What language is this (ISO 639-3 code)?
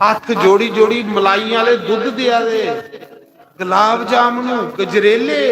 doi